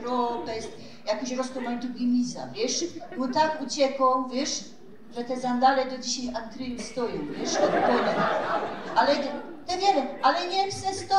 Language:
Silesian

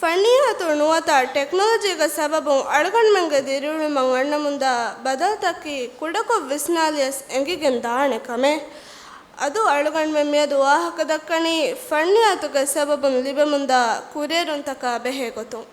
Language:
Divehi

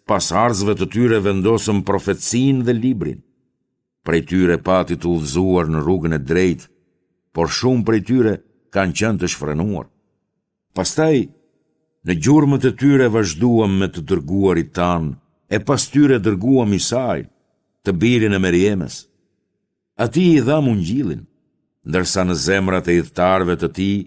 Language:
Albanian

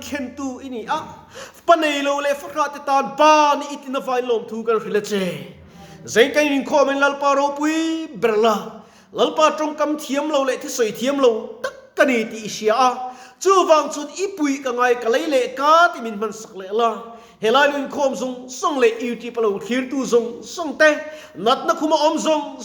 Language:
Mizo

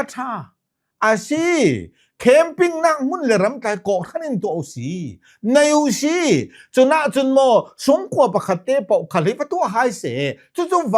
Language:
Hakha Chin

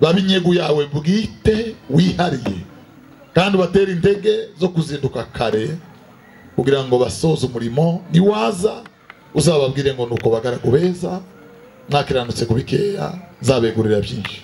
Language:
Kinyarwanda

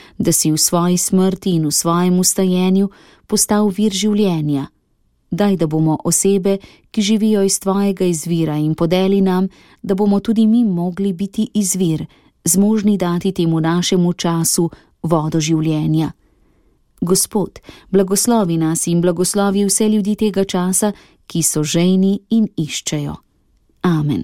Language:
Slovenian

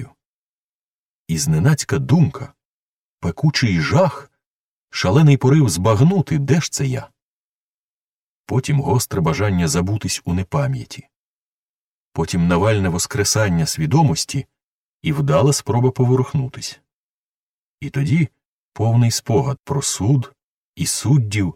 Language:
Ukrainian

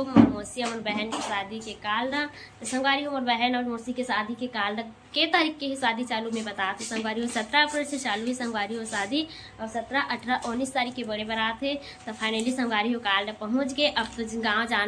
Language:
Chhattisgarhi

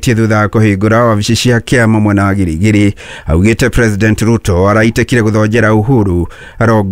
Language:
Kikuyu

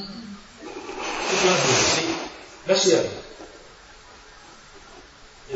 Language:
Danish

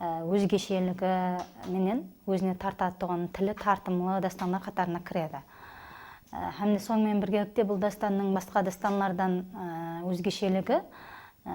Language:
Kara-Kalpak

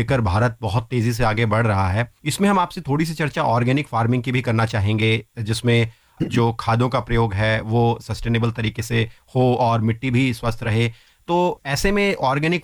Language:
Hindi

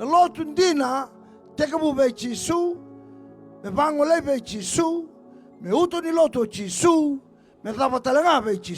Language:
Fijian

